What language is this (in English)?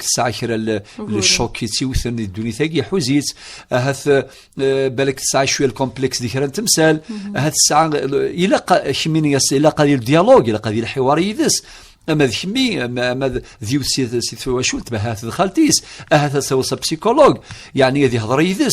Kabyle